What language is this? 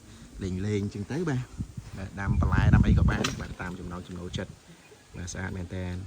Khmer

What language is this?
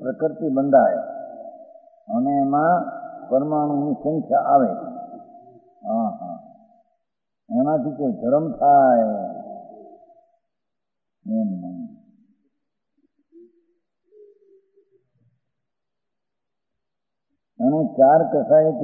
Gujarati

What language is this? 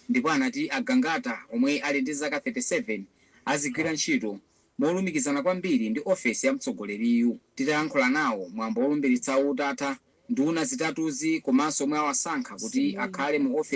Nyanja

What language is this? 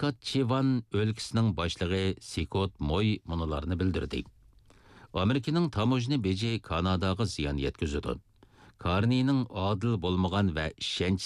Uyghur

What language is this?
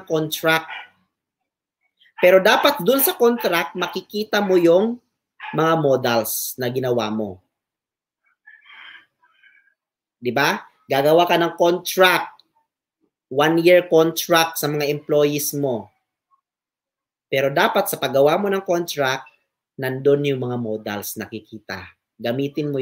Filipino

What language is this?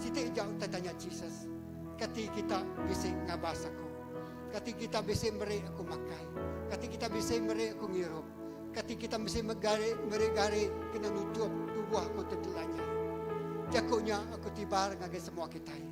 Iban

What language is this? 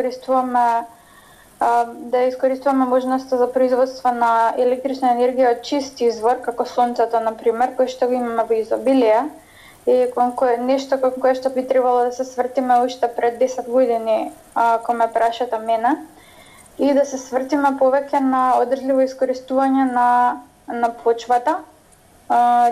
Macedonian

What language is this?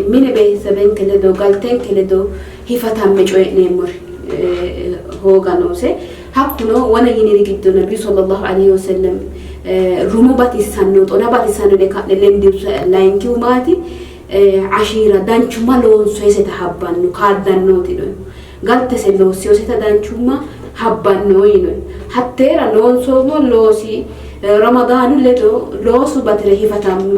Sidamo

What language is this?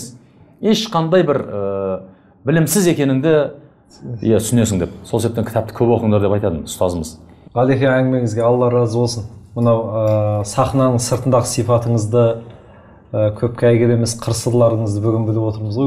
Kazakh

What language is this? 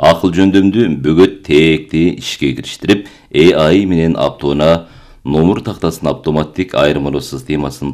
Kyrgyz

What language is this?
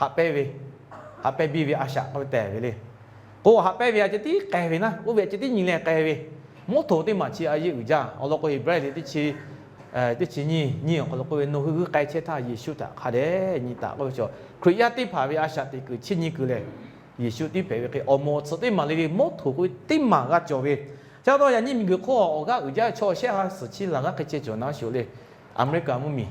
Lahu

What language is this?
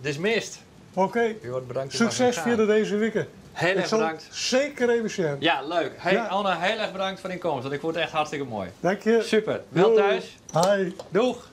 Western Frisian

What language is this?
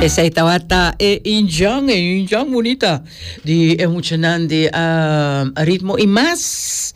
Papiamento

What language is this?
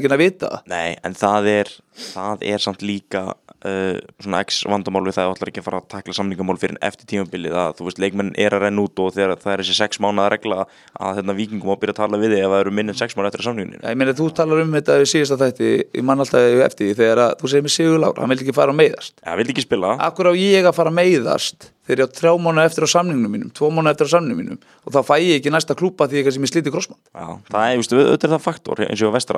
Icelandic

